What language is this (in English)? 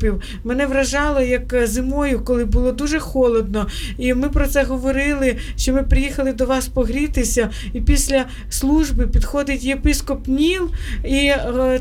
Ukrainian